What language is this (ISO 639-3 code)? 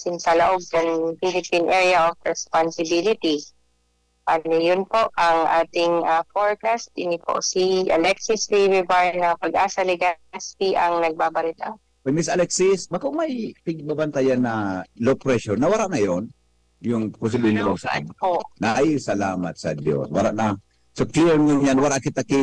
bik